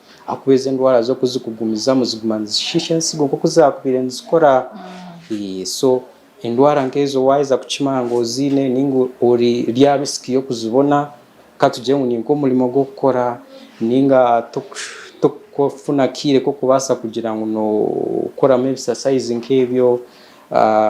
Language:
Nyankole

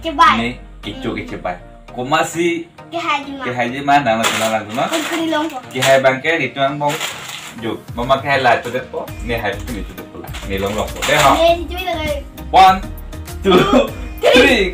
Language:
Karbi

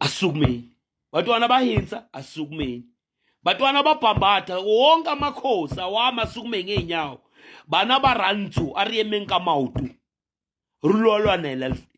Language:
Zulu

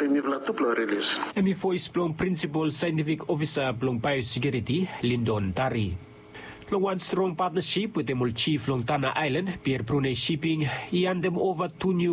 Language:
Bislama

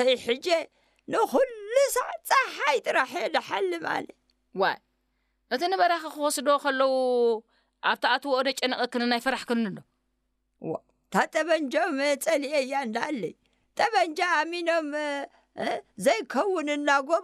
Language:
Tigrinya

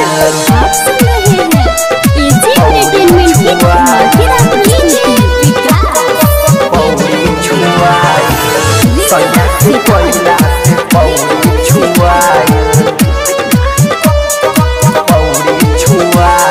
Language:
Bhojpuri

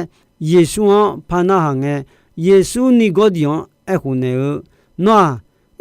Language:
Akha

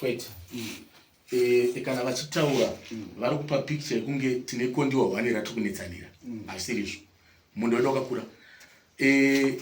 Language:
Shona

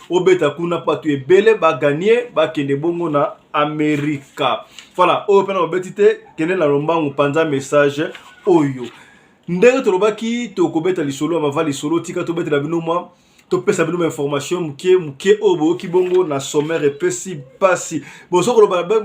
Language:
Lingala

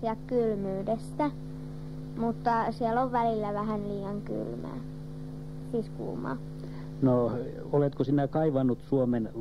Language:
Finnish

